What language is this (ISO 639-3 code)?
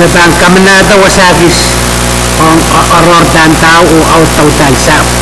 pon